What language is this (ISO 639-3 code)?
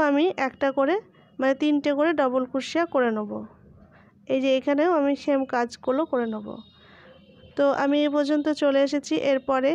ben